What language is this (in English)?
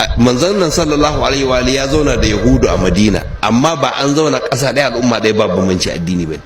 Hausa